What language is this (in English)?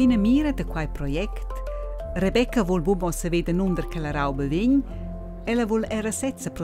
Romansh